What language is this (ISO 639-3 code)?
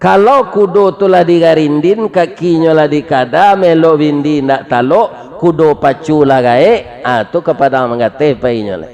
min